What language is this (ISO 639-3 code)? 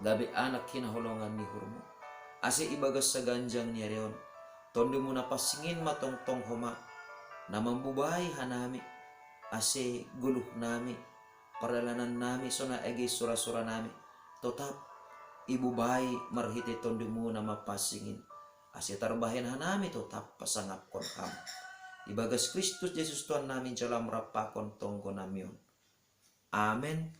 bts